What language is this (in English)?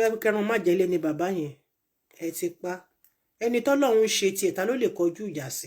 Yoruba